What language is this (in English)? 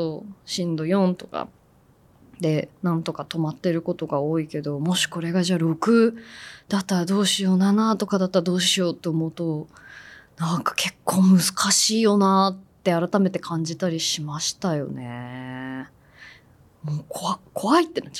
Japanese